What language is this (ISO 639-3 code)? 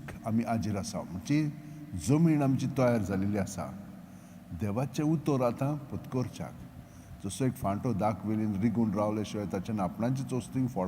kok